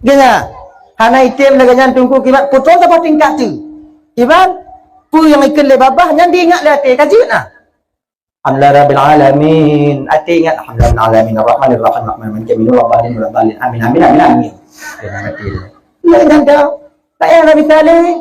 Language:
Achinese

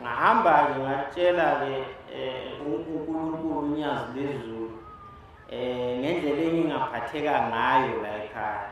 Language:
Zulu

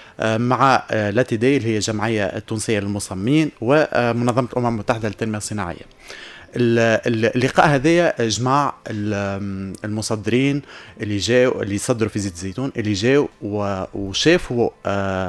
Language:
Tunisian Arabic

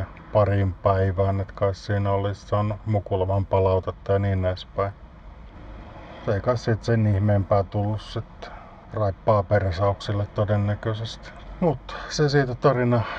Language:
Finnish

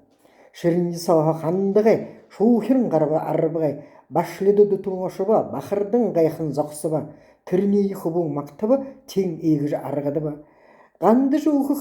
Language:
Buriat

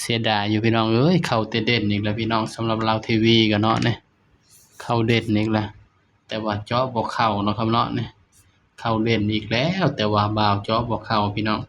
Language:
Lao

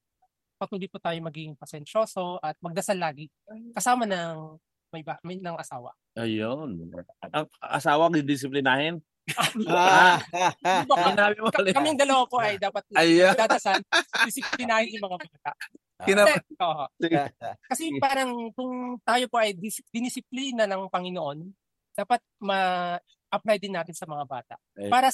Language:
Filipino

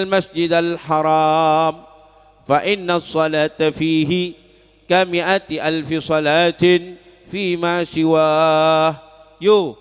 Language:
Madurese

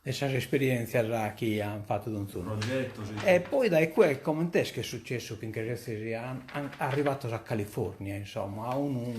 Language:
Sardinian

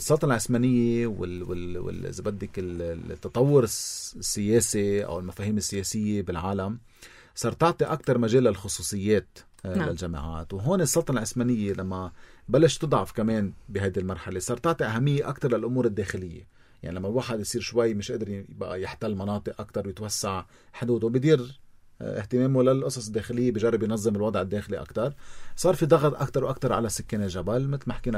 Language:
North Levantine Arabic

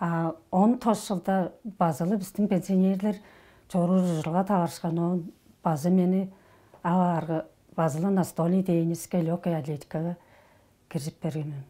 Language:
Tuvinian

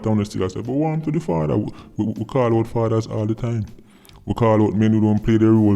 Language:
Jamaican Creole English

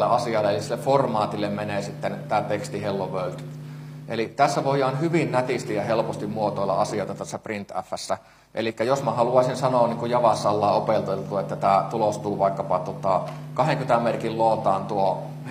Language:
Finnish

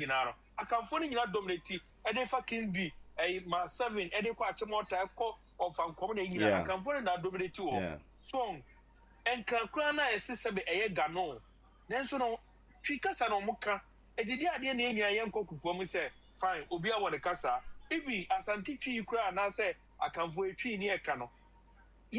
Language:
Akan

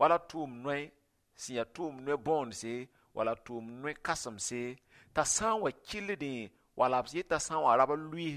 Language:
Mossi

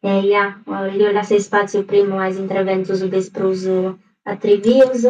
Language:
Sardinian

